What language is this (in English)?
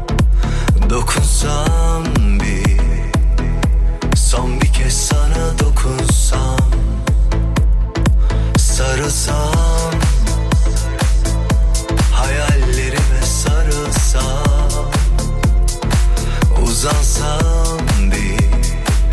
Turkish